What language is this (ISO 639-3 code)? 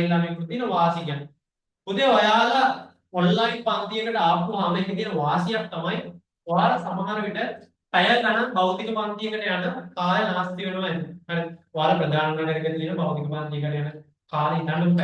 sin